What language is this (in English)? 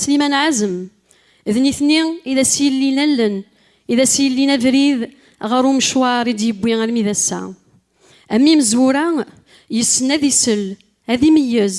Kabyle